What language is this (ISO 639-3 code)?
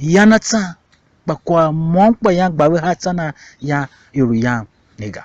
tiv